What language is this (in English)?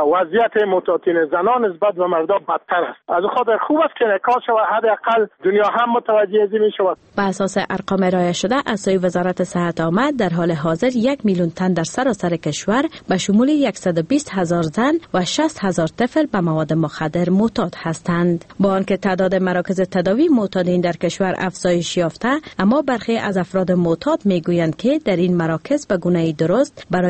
Persian